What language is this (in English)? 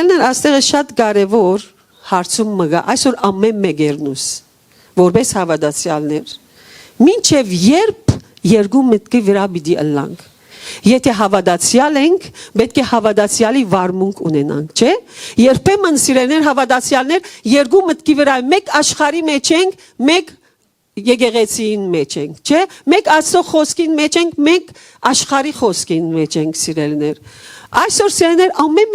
Western Armenian